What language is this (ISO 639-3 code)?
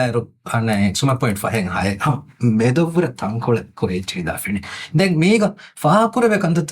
div